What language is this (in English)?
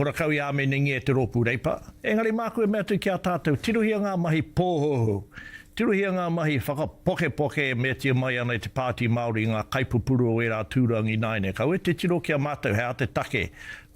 Māori